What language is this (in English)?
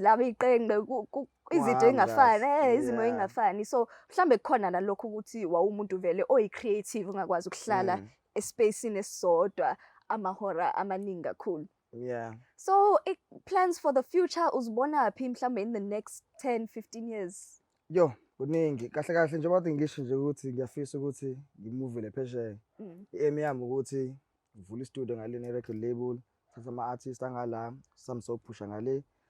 Zulu